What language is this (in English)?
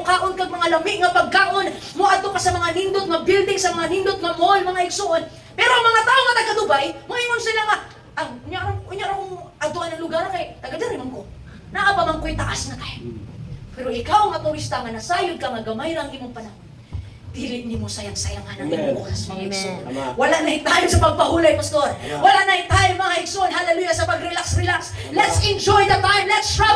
Cebuano